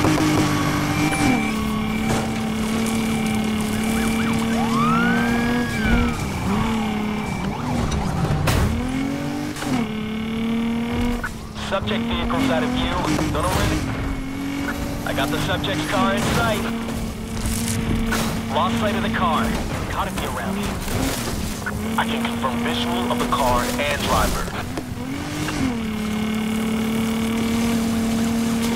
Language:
English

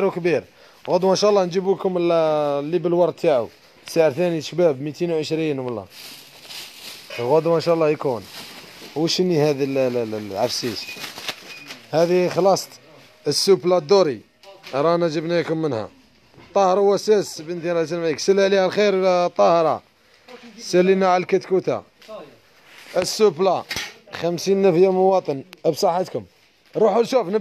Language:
Algerian Arabic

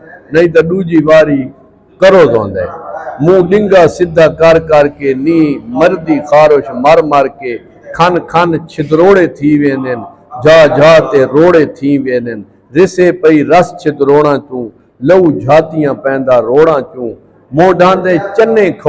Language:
Saraiki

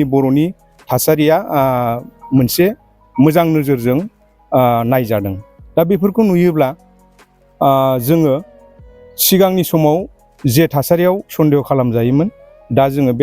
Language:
Bodo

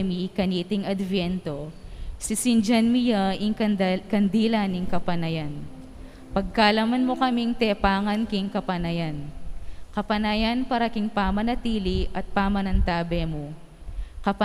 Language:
Pampanga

